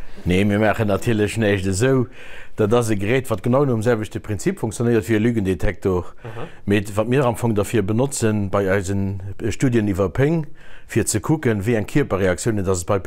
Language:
Luxembourgish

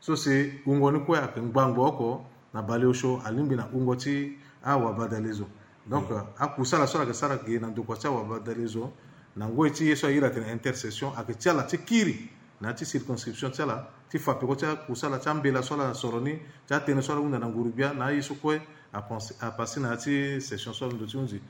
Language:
Sango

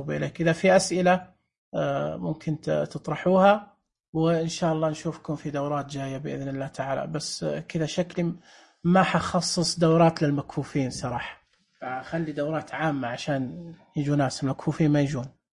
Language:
Najdi Arabic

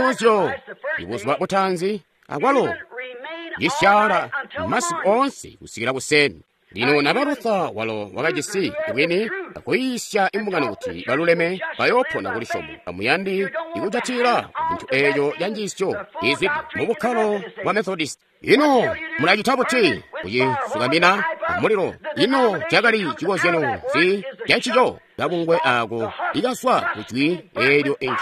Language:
Tonga (Zambia)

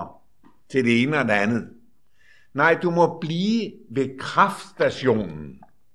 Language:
Danish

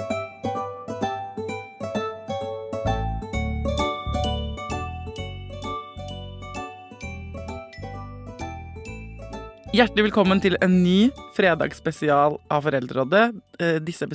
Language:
Norwegian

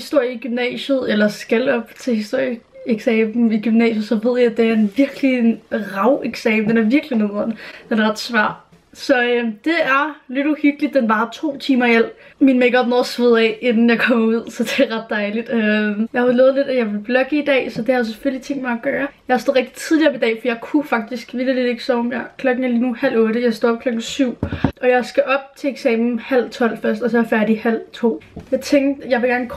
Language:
Danish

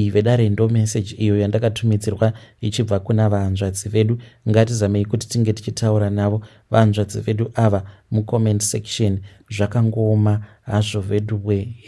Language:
Shona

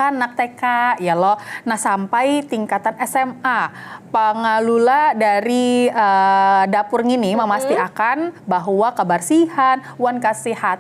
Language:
Banjar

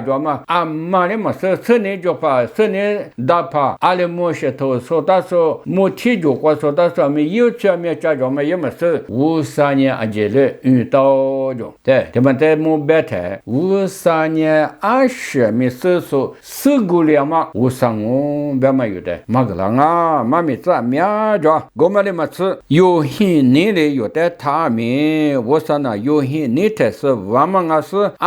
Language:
Lisu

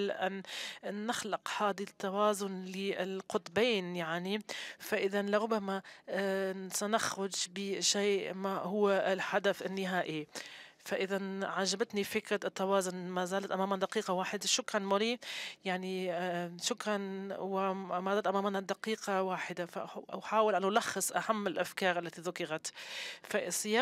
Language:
Arabic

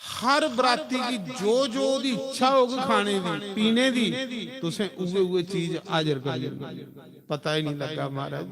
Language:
Dogri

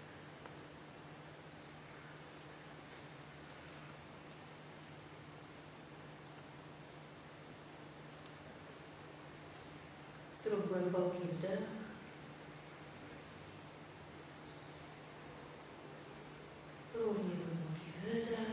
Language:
Polish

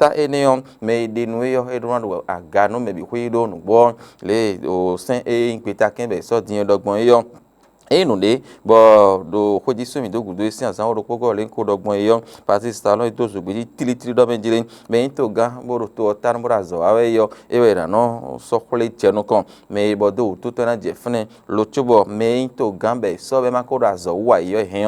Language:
Fon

